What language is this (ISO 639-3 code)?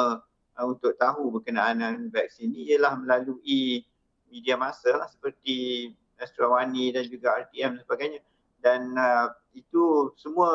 msa